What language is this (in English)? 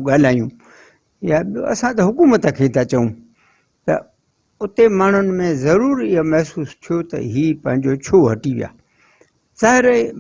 Sindhi